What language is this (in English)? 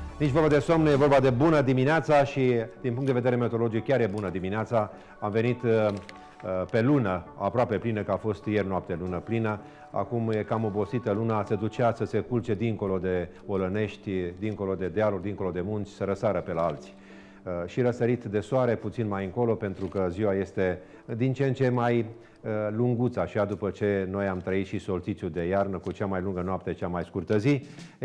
Romanian